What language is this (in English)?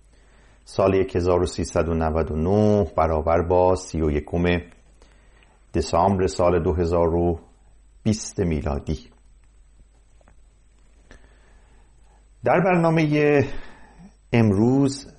Persian